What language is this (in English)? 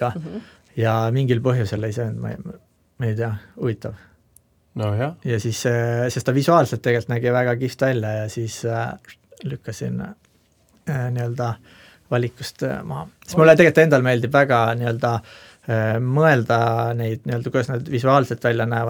Estonian